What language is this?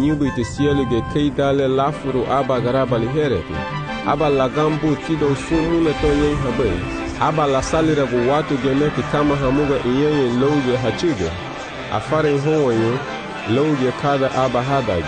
Garifuna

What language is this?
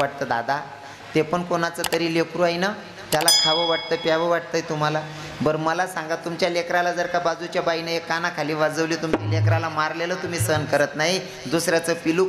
Marathi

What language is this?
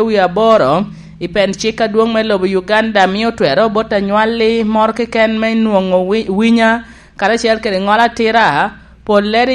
Lango (Uganda)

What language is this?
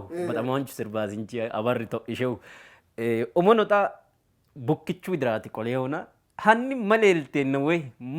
Sidamo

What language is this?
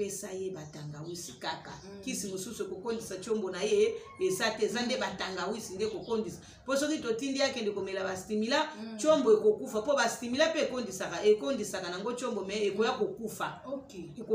Lingala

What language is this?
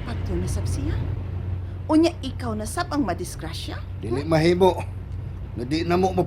Cebuano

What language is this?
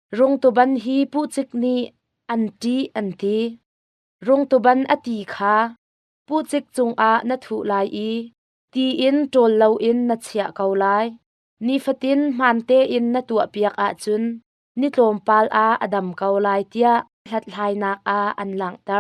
Hakha Chin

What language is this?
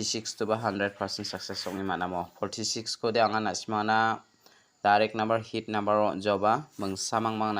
Garo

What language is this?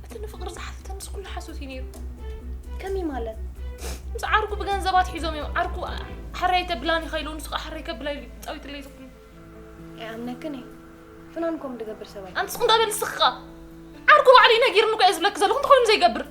Tigrinya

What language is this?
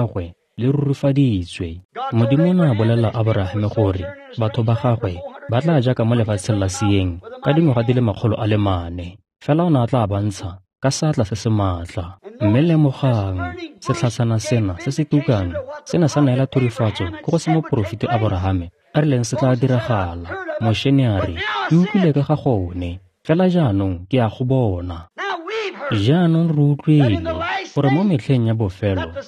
Tswana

